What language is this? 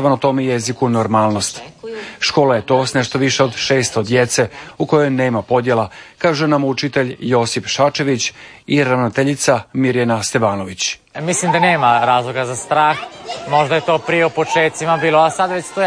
Croatian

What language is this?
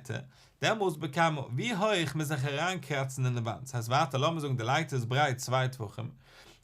Yiddish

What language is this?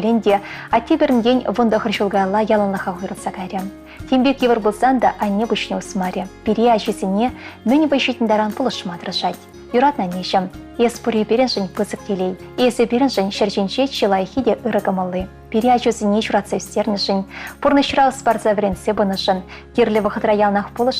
Chuvash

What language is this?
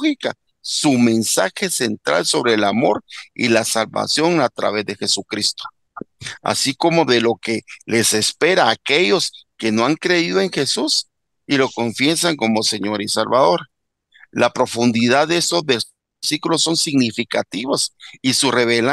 Spanish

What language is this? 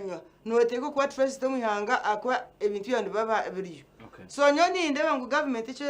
Nyankole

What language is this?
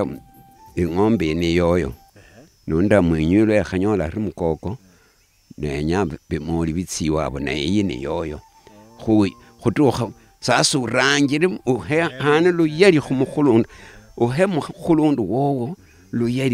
Luyia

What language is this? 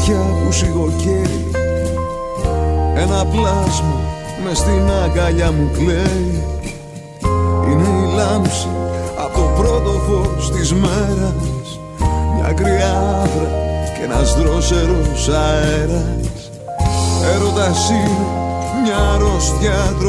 Greek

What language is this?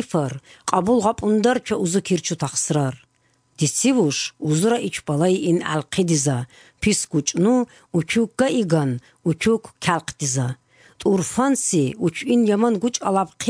Avaric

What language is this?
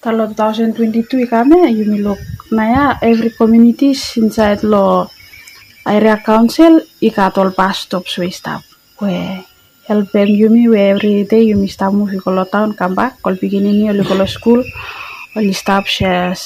Bislama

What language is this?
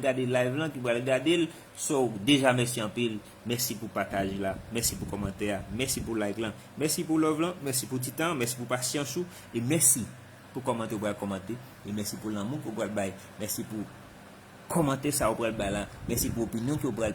Haitian Creole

